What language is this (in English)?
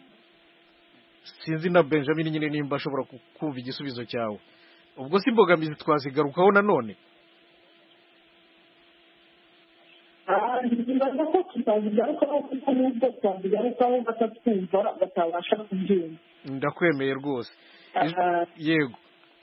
Kinyarwanda